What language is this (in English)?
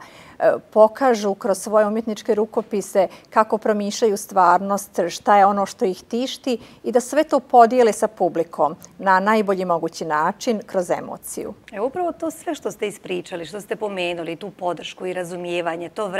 Bosnian